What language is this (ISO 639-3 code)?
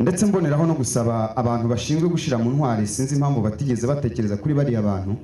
kin